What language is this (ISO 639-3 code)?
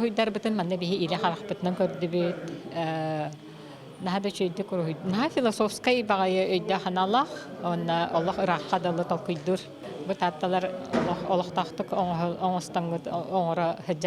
sah